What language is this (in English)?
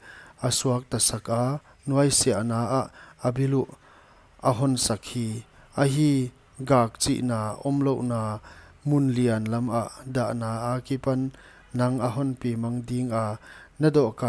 Paite Chin